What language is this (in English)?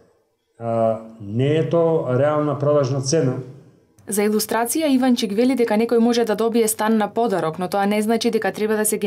Macedonian